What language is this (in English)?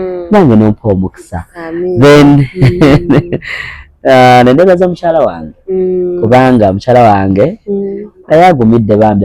Ganda